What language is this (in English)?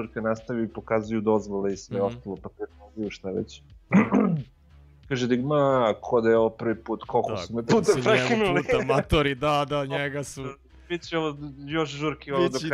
Serbian